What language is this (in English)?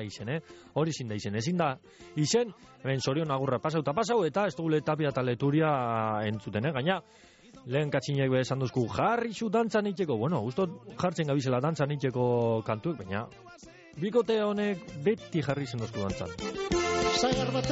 Basque